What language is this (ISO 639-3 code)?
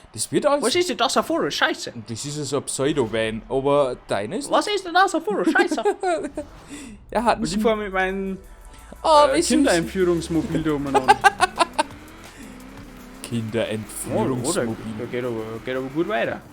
bar